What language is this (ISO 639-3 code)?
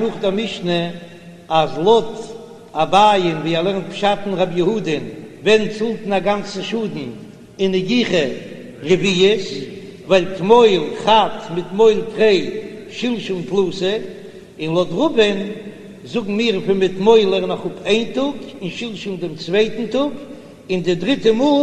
yid